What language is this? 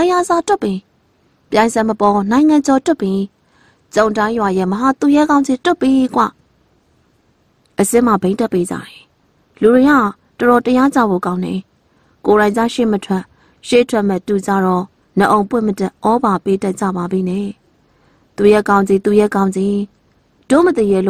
Burmese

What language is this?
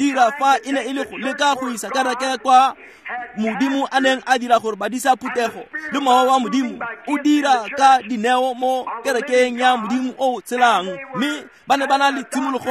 Tswana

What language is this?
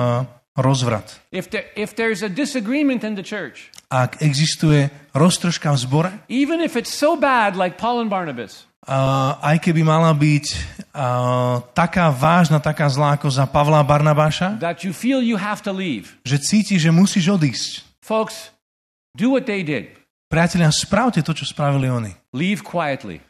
Slovak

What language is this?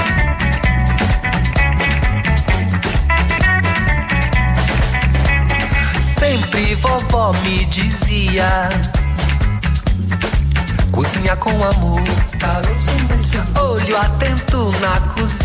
Hungarian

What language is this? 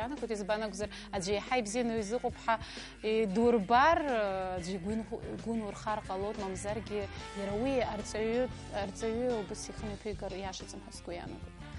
Abkhazian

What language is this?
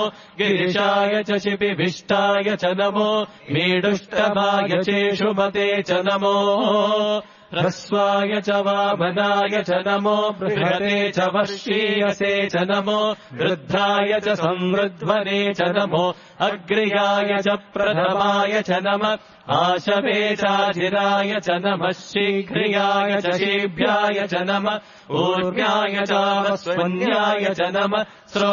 Sanskrit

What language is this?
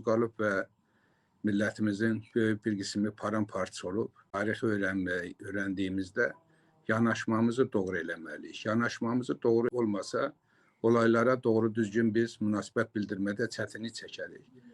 Azerbaijani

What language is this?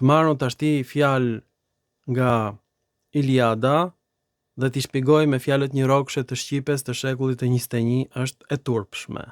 Albanian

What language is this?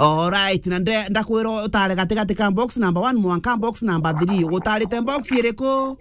Meru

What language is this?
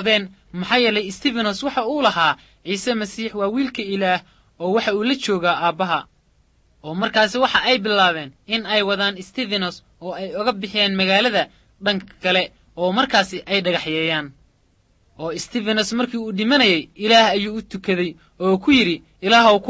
Somali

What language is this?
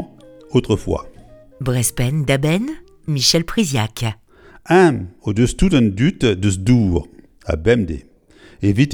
Breton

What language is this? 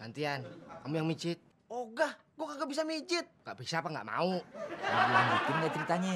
Betawi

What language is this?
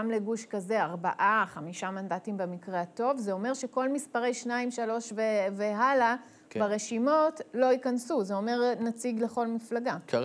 Hebrew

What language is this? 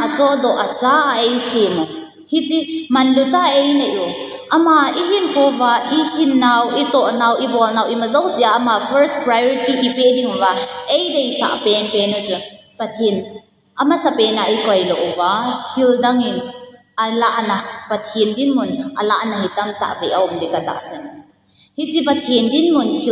Thado Chin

